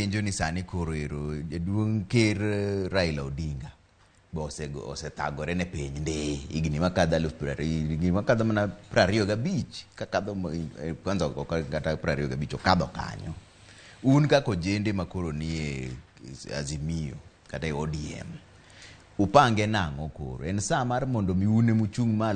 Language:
Luo (Kenya and Tanzania)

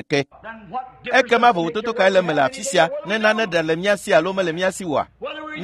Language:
Ewe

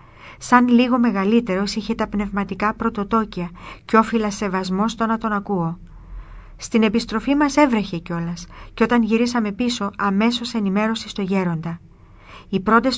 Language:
Greek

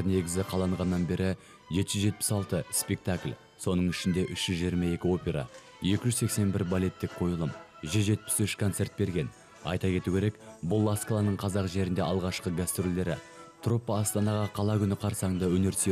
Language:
Kazakh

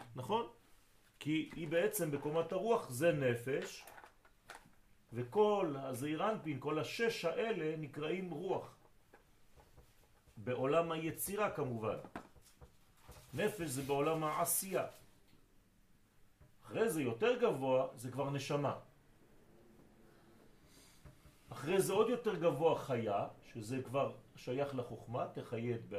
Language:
Hebrew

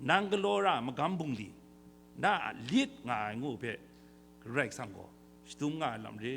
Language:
Kachin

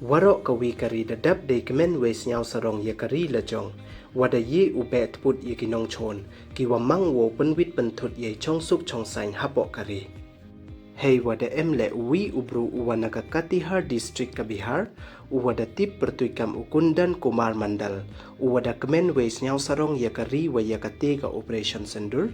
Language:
Pnar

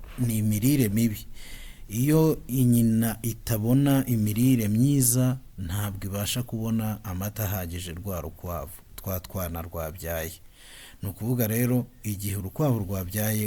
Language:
Kinyarwanda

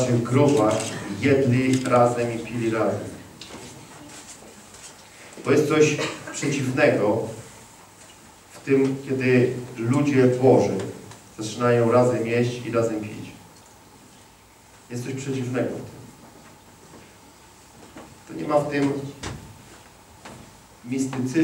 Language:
Polish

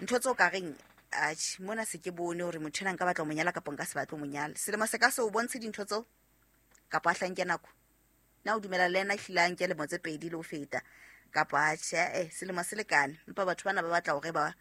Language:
Southern Sotho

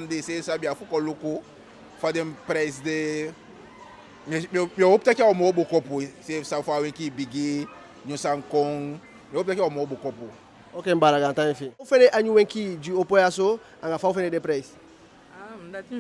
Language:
Eastern Maroon Creole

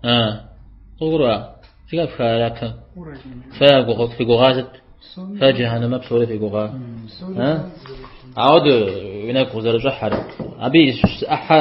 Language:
Kabardian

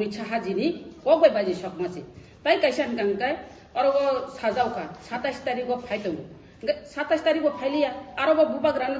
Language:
Kok Borok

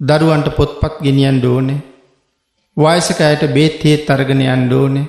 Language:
Sinhala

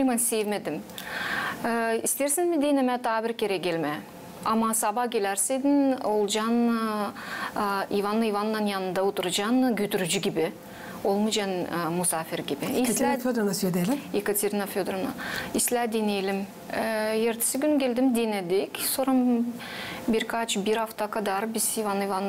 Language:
Gagauz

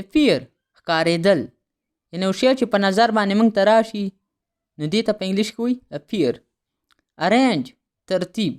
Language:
Pashto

